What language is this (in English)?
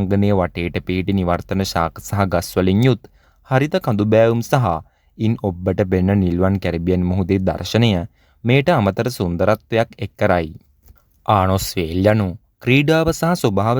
Sinhala